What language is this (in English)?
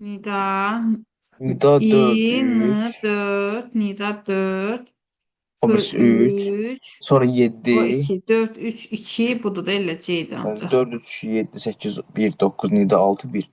Azerbaijani